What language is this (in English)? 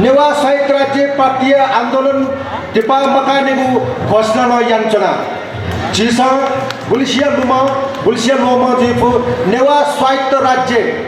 Newari